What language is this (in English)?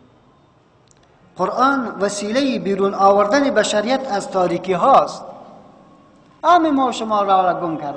Persian